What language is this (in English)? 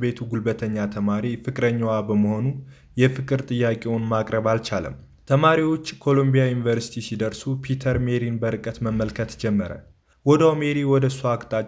Amharic